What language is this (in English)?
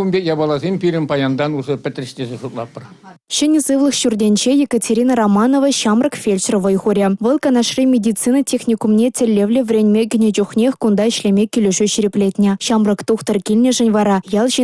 Chuvash